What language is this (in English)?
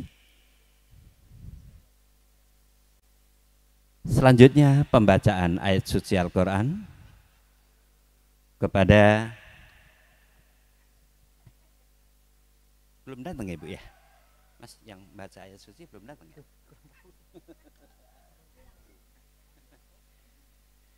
Indonesian